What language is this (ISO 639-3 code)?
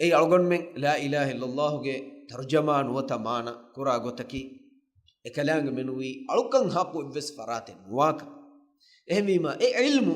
div